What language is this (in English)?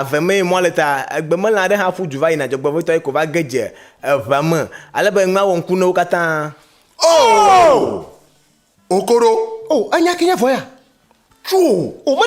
Ewe